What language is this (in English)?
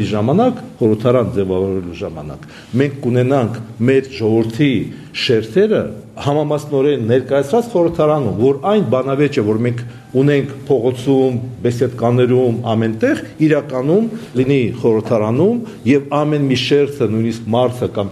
Armenian